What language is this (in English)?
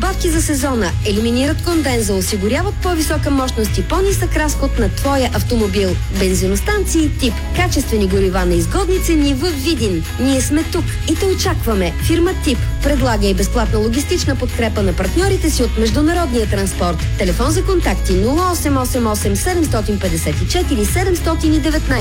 Bulgarian